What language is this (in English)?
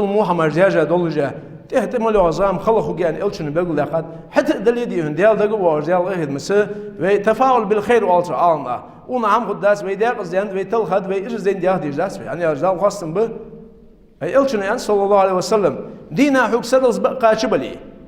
Ingush